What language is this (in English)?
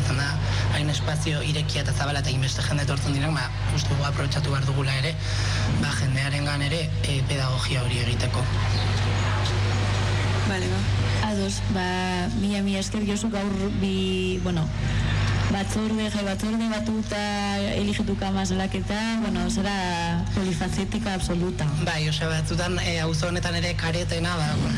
Basque